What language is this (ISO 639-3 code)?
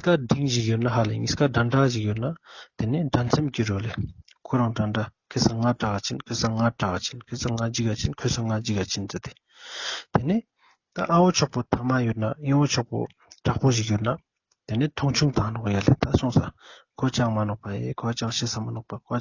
lbj